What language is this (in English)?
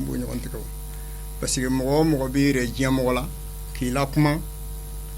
Bambara